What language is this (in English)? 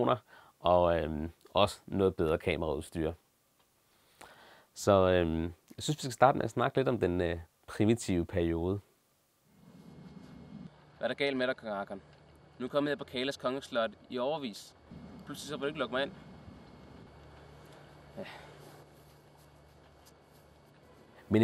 Danish